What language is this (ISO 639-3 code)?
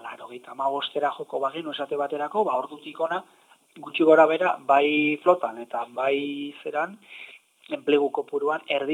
eus